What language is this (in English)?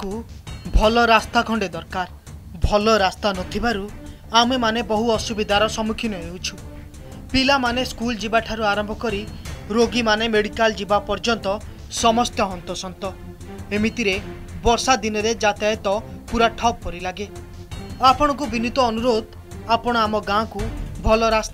Odia